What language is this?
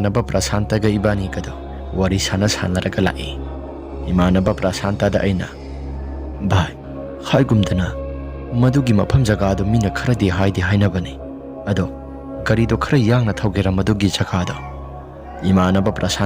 Manipuri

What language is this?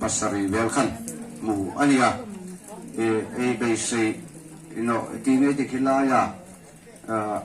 Hmar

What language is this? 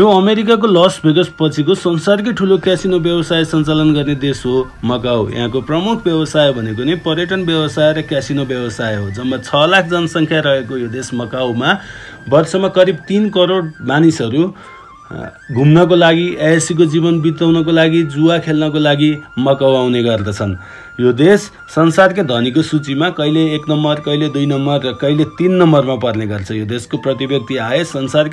Nepali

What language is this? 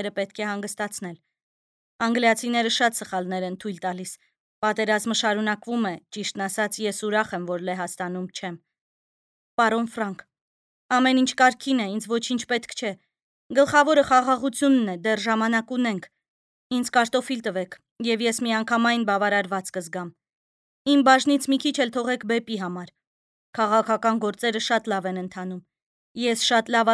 Armenian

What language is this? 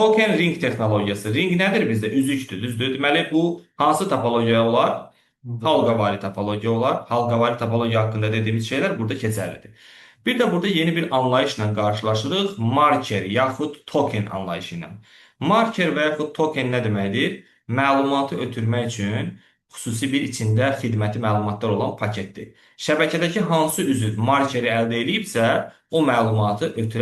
Azerbaijani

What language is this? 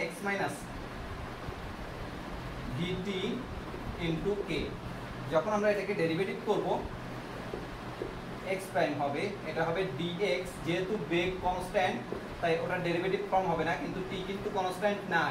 Bangla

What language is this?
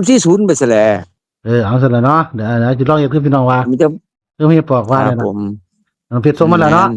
Northeastern Thai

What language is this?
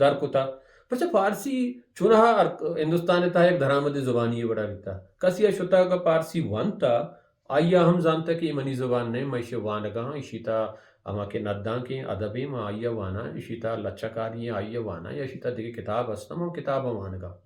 Baluchi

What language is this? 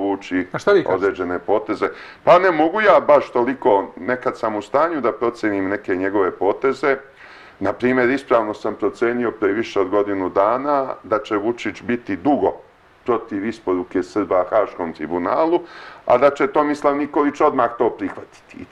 Serbian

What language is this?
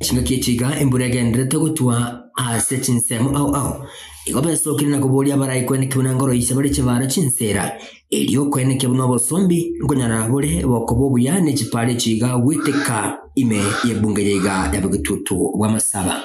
Gusii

